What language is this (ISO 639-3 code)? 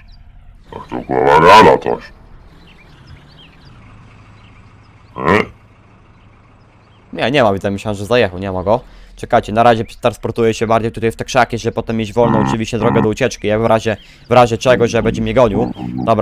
pol